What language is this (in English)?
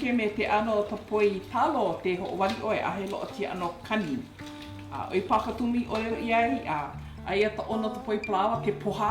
Hawaiian